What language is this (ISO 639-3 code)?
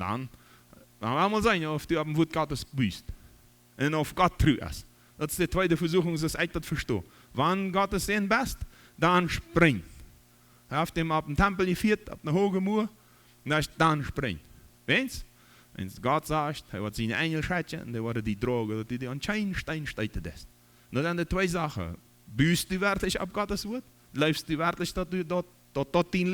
pdt